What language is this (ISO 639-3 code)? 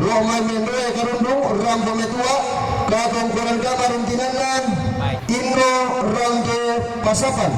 sda